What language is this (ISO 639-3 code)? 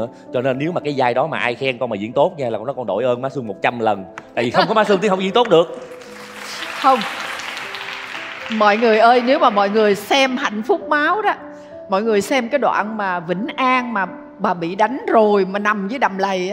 vie